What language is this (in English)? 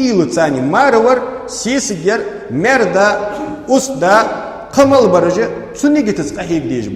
Ingush